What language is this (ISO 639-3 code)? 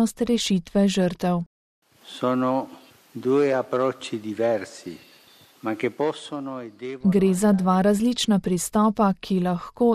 slv